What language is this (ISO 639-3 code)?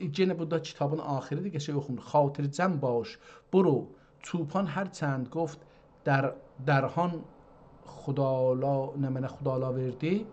azb